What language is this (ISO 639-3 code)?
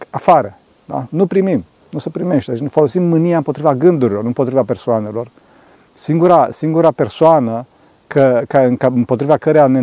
ron